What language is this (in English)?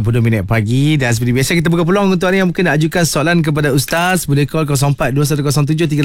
Malay